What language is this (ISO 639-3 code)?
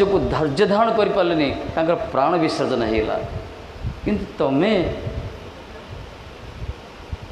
ori